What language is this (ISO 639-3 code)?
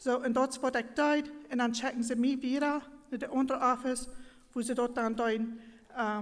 pdt